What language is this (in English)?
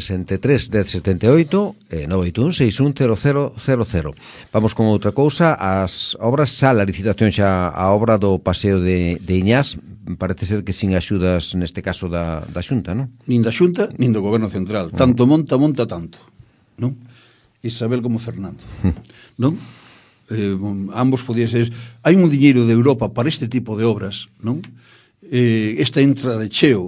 Galician